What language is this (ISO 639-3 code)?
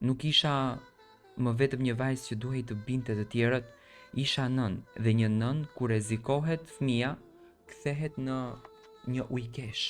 sqi